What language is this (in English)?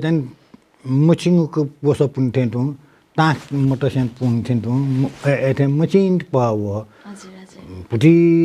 Newari